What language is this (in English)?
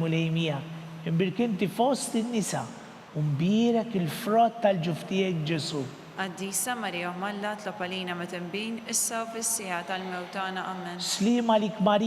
Maltese